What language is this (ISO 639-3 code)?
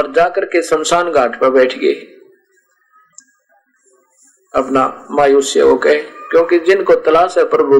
hin